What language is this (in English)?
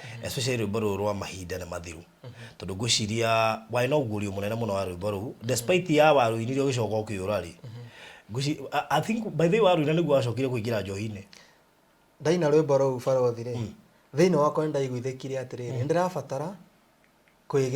Kikuyu